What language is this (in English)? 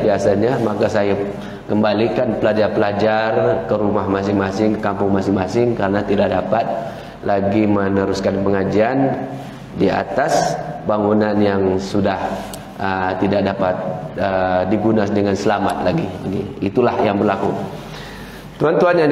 Malay